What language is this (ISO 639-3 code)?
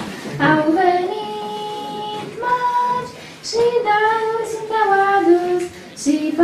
ron